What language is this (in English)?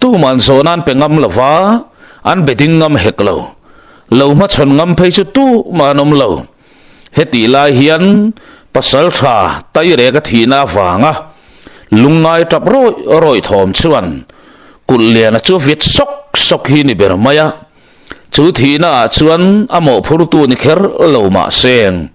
Mizo